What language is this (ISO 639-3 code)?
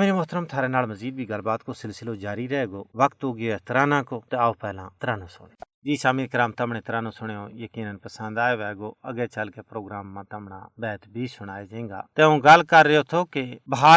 gju